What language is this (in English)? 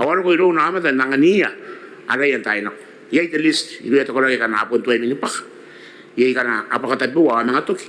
Gilbertese